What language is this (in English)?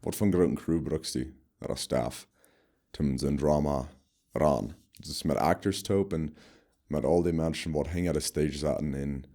Plautdietsch